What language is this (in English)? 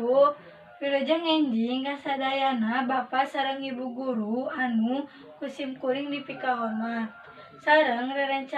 Sundanese